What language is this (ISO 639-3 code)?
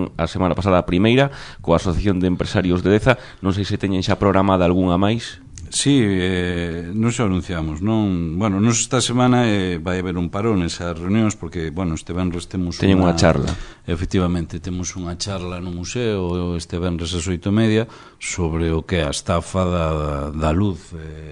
glg